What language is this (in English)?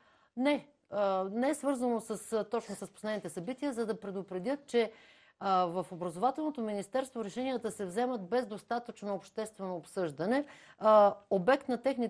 Bulgarian